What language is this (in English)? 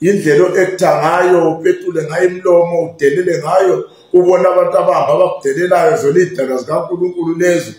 Zulu